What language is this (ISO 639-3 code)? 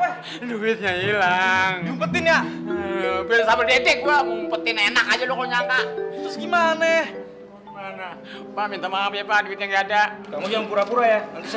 bew